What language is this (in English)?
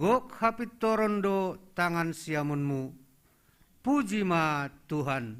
Batak Simalungun